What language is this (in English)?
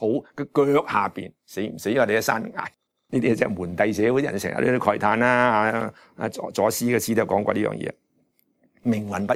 Cantonese